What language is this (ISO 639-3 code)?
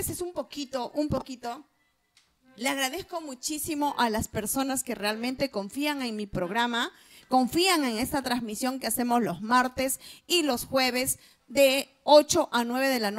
spa